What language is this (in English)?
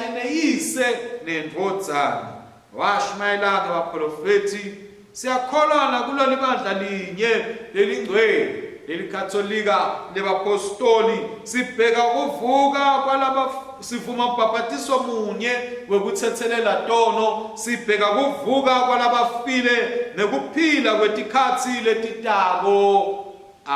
Swati